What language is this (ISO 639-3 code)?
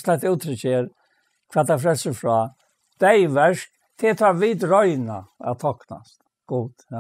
fao